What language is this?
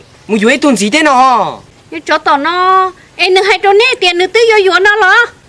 Hmong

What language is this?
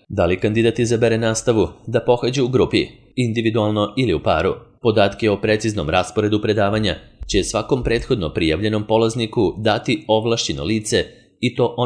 Serbian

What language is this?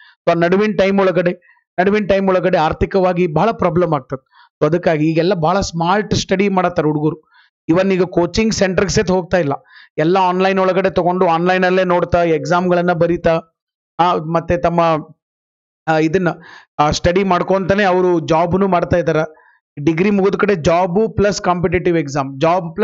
Kannada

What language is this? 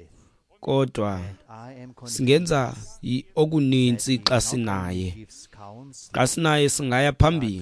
Xhosa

